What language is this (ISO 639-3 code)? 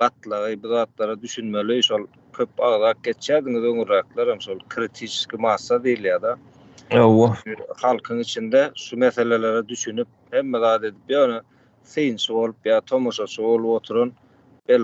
tuk